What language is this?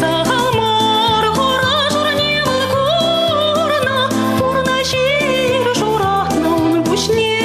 Chuvash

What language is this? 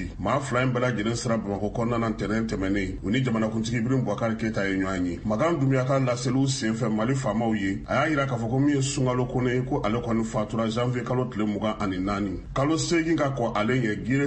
Bambara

